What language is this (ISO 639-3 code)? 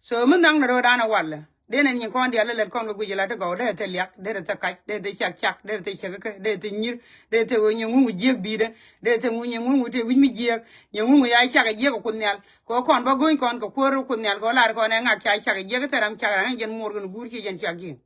nus